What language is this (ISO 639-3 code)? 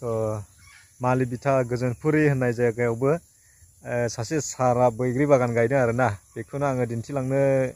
brx